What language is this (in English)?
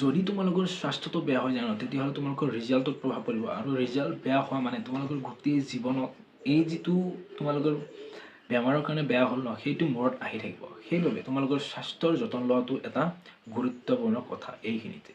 Assamese